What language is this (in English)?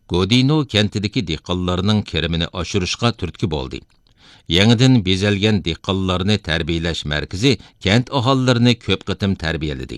Uyghur